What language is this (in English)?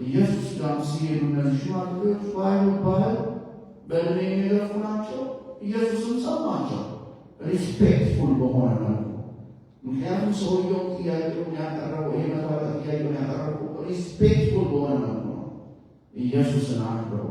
Amharic